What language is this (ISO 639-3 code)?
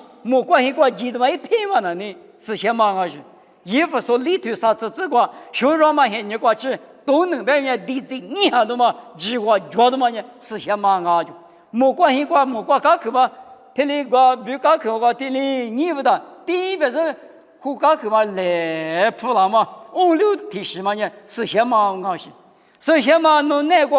lis